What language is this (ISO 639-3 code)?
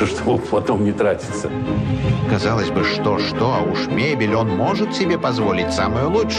rus